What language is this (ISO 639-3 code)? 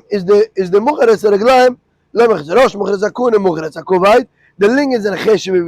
yid